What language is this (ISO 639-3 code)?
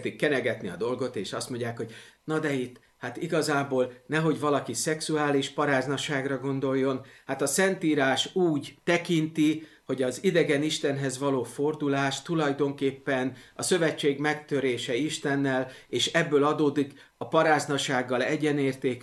hun